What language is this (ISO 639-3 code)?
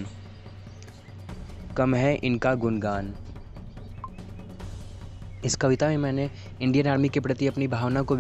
hin